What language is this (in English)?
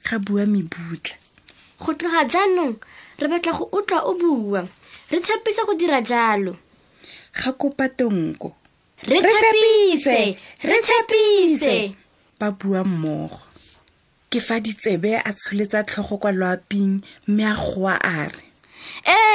Tswana